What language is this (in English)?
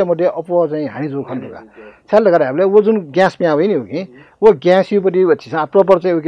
Newari